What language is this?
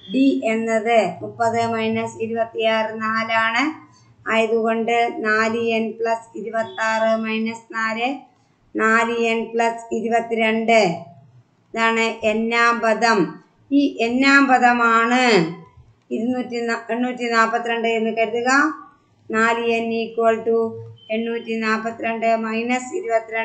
Malayalam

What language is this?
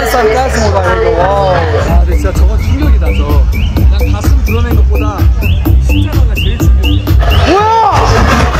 Korean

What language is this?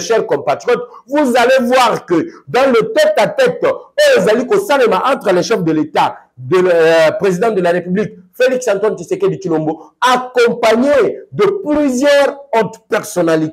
French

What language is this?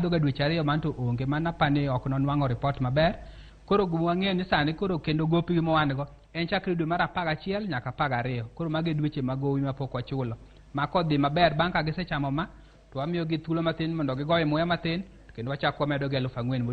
Luo (Kenya and Tanzania)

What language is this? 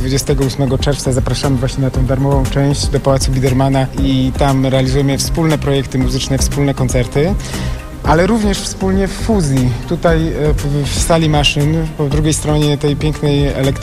Polish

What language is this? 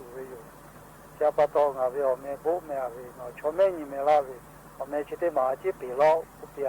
Lahu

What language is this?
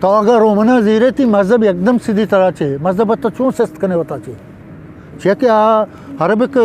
Eastern Balochi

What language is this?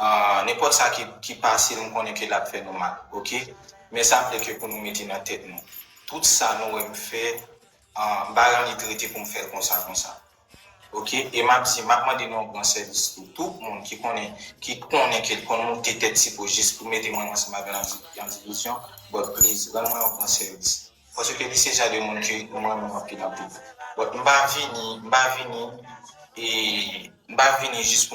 Haitian Creole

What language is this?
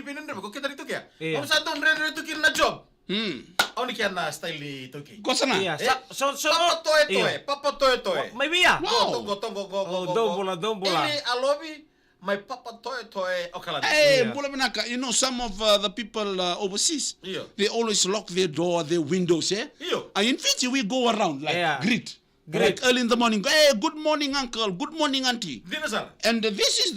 Fijian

